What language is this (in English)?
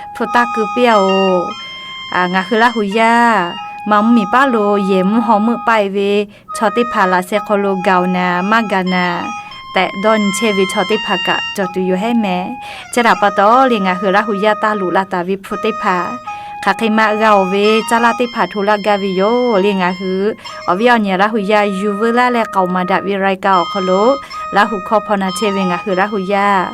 Lahu